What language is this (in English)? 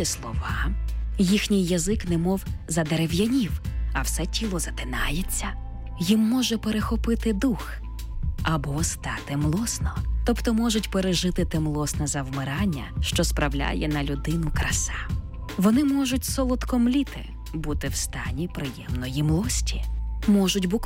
Ukrainian